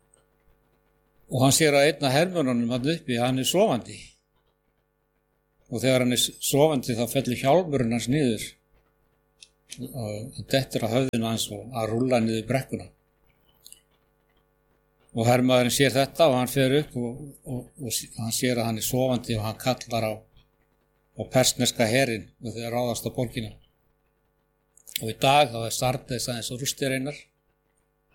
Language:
Icelandic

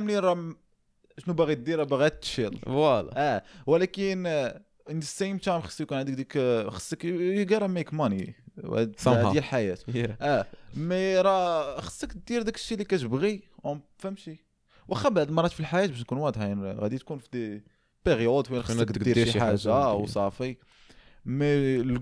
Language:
Moroccan Arabic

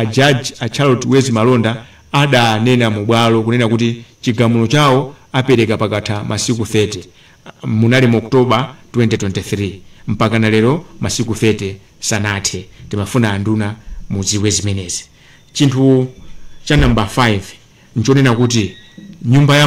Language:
Nyanja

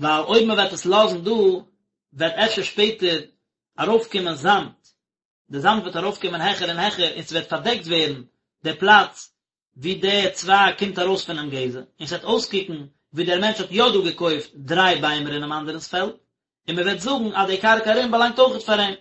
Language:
Yiddish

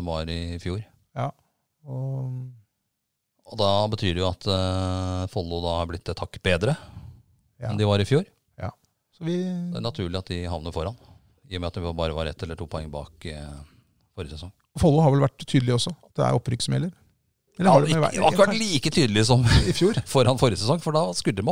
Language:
Norwegian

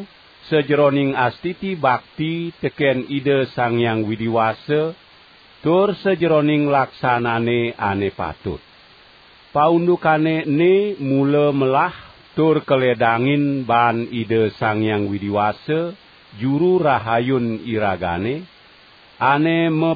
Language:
Balinese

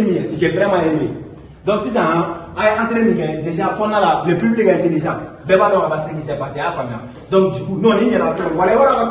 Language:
Bambara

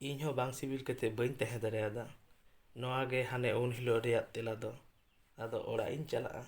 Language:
Santali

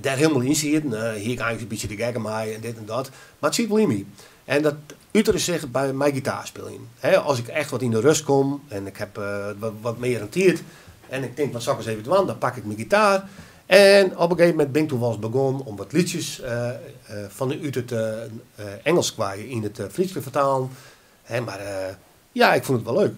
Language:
Western Frisian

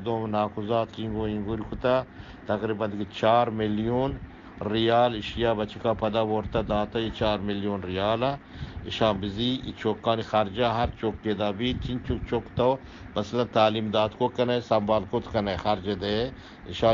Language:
Eastern Balochi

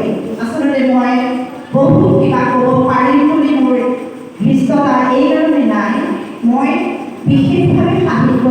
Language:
Assamese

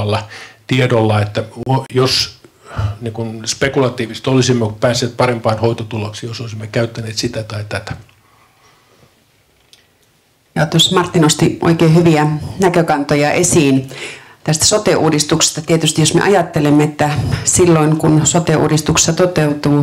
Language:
Finnish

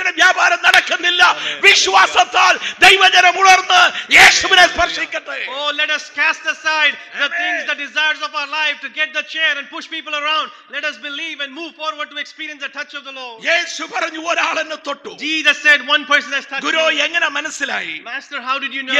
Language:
Malayalam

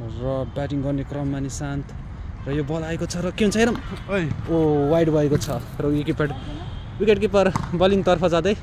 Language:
Nepali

